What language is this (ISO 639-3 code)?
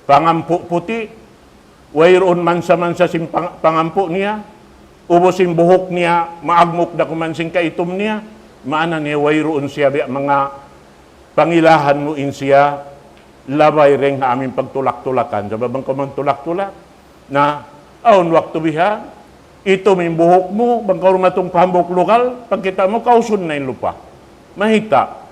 tsg